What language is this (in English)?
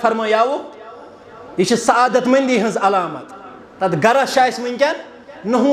Kashmiri